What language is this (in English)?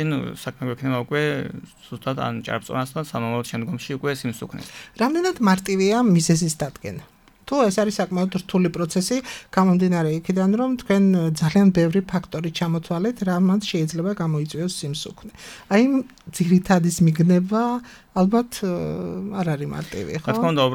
Georgian